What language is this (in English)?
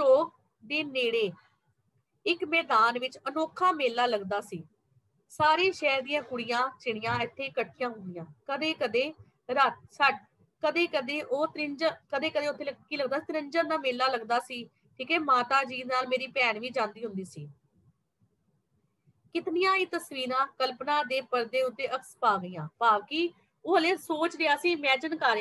Punjabi